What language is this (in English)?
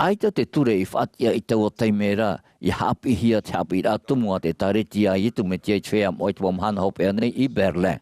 Tahitian